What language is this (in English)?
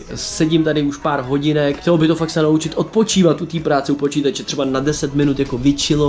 Czech